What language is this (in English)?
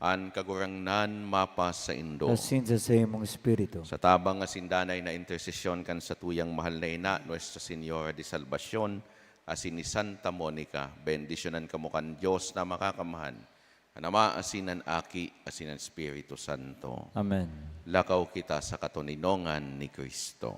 Bikol